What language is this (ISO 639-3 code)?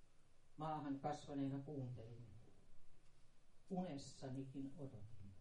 fin